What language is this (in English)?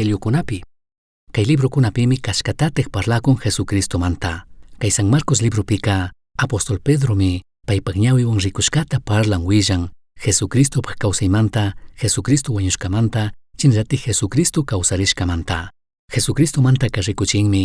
Chimborazo Highland Quichua